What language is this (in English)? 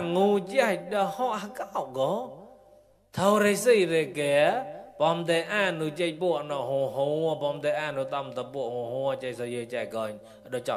Mon